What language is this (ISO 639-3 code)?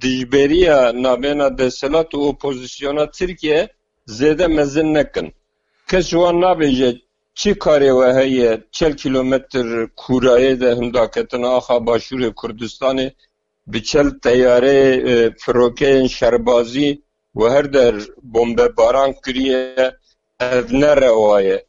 kur